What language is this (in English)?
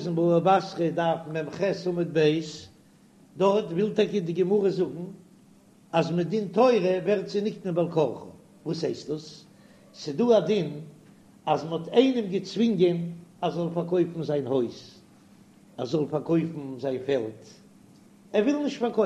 Yiddish